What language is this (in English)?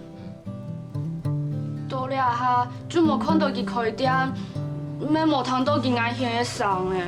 Hakka Chinese